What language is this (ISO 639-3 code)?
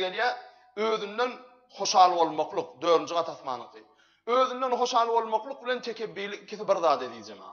tuk